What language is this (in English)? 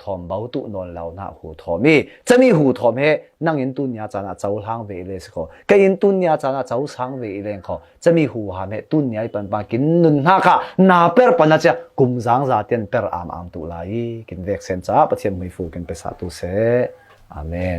Falam Chin